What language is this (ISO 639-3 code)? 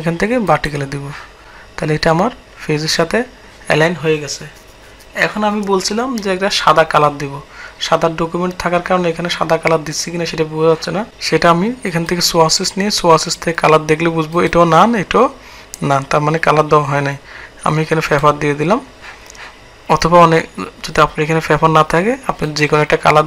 ben